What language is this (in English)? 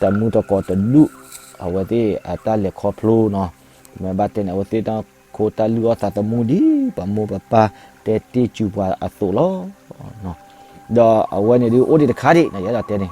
S'gaw Karen